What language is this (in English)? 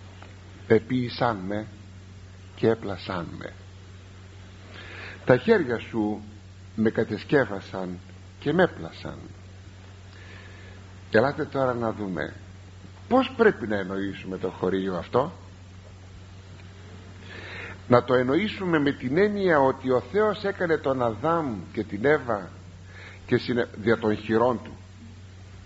Greek